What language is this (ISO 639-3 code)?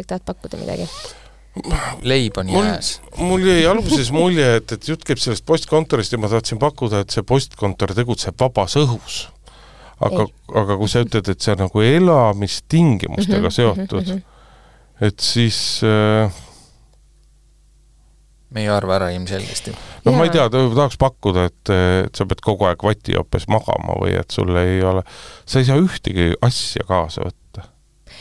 est